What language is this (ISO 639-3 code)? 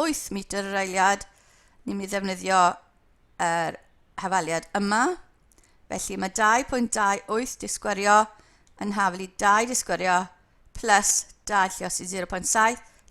cym